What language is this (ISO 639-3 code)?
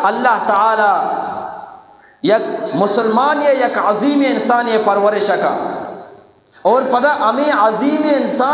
bgp